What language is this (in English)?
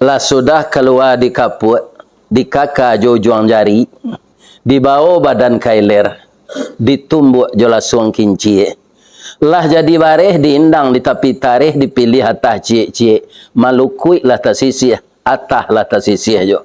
Minangkabau